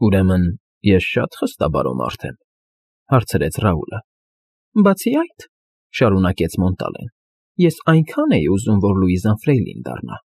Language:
Armenian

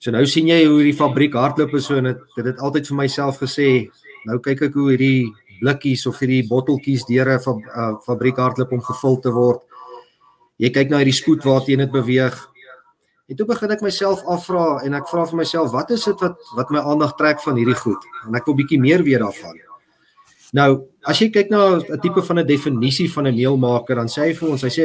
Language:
Afrikaans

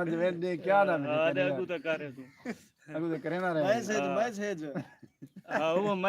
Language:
Saraiki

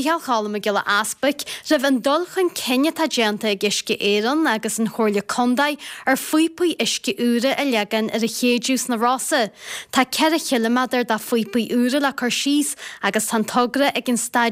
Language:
Irish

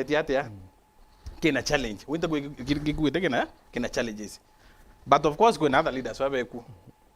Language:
Meru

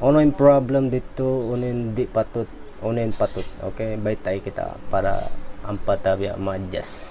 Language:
Tausug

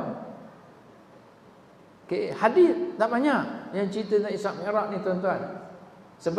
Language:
Malay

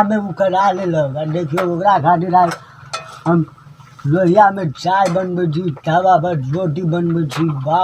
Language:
Maithili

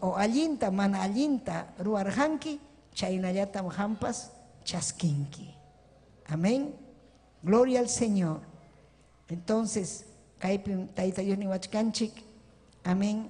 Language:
Ayacucho Quechua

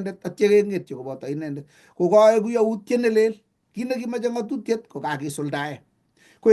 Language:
Kalenjin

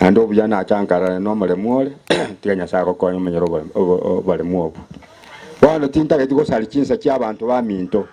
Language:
Gusii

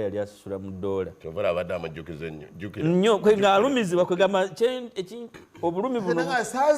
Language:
Ganda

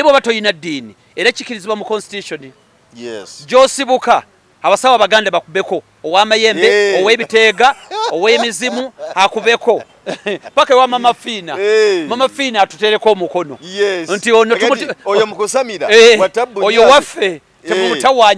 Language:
Ganda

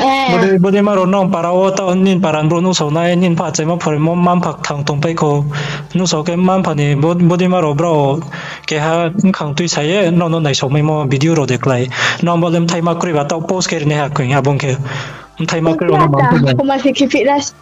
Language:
Riang (India)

